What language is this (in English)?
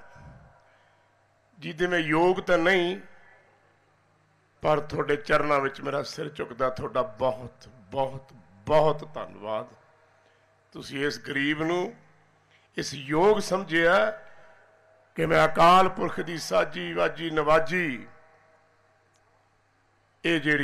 Punjabi